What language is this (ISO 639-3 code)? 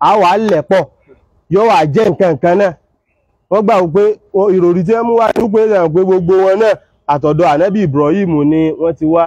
yor